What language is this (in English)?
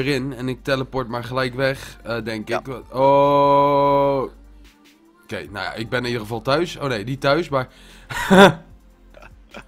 Dutch